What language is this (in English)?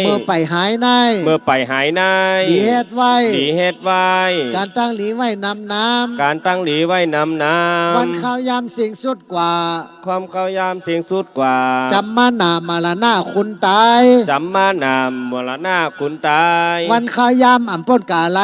Shan